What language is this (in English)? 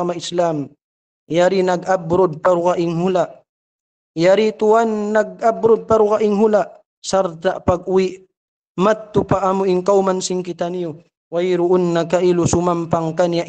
Tausug